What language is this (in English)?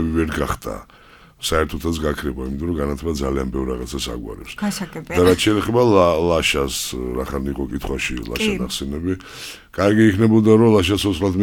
Georgian